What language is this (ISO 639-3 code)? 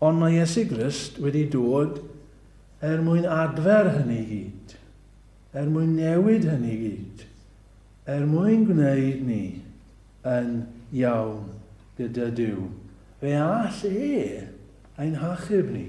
cym